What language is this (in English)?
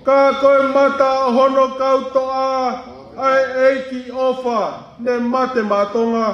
Tongan